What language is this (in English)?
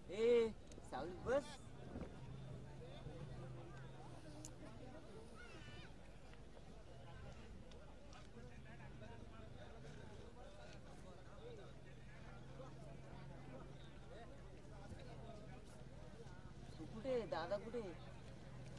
Marathi